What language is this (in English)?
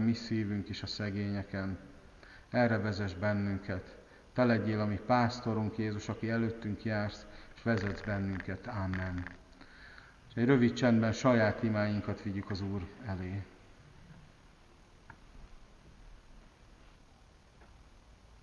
Hungarian